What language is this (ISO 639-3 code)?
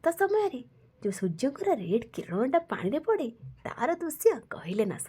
ori